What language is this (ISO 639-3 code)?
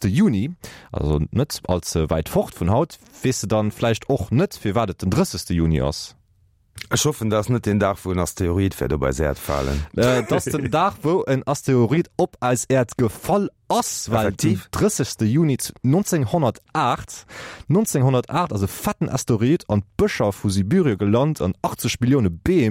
ltz